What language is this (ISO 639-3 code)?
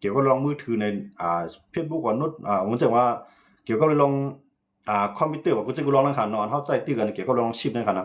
shn